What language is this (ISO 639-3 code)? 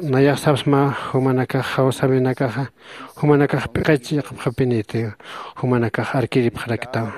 aym